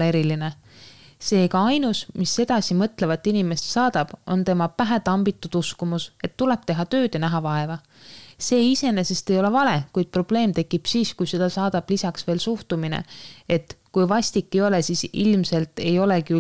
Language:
Estonian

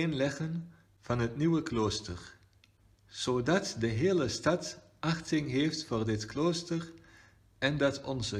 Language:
Dutch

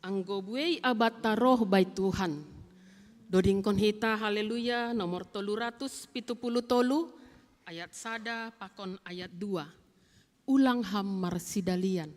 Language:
Batak Simalungun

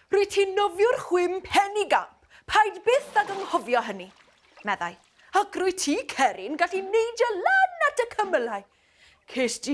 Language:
Welsh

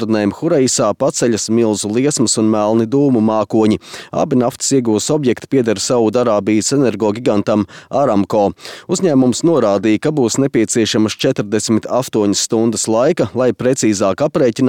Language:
Latvian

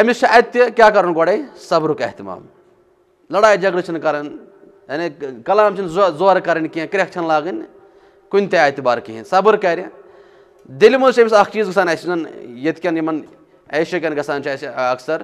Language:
Kashmiri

